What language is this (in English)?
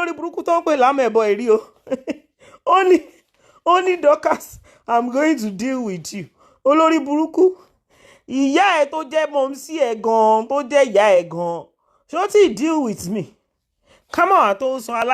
Yoruba